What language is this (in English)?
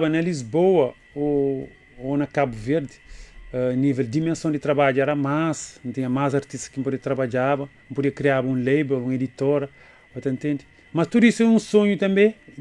Kabuverdianu